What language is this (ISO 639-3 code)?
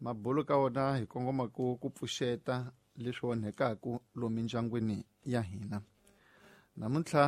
tso